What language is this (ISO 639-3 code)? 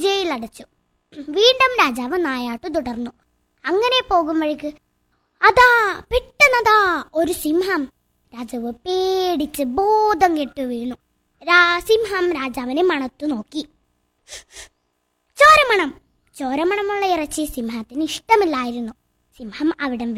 mal